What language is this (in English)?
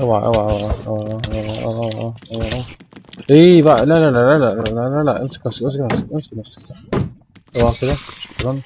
Egyptian Arabic